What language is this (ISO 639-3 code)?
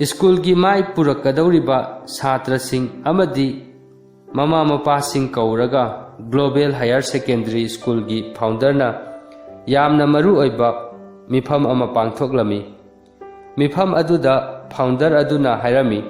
mni